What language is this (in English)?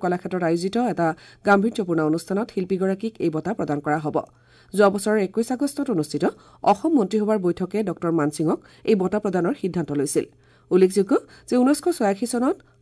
Assamese